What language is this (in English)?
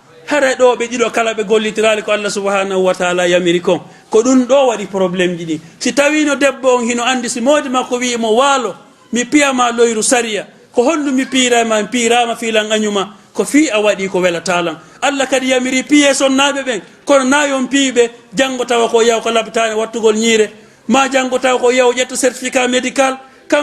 Fula